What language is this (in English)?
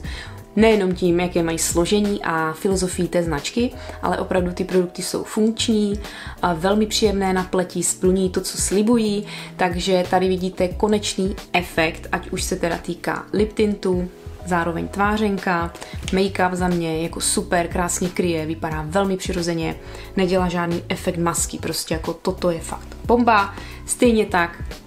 Czech